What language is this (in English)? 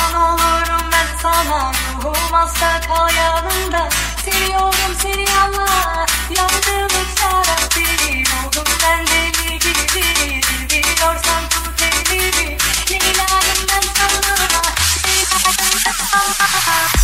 Turkish